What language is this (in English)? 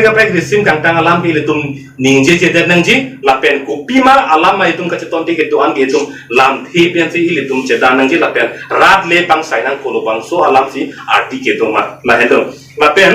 Karbi